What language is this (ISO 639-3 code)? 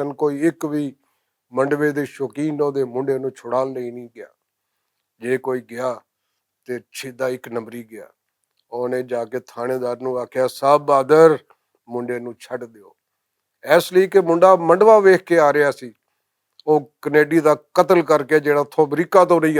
lah